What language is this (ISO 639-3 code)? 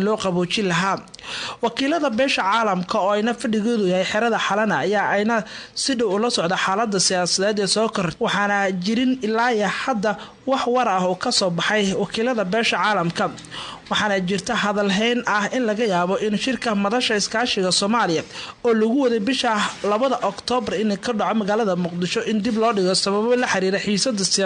som